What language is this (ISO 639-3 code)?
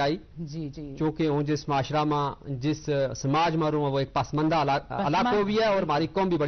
gju